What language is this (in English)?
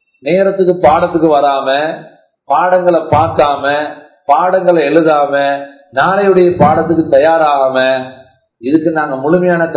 Tamil